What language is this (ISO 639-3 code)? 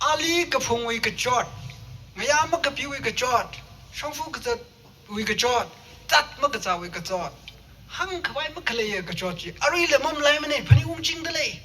nmf